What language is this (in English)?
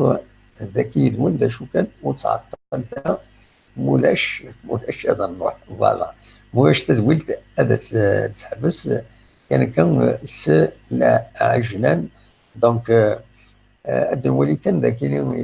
Kabyle